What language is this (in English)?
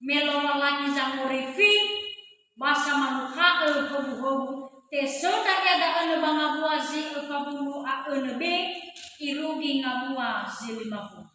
Nias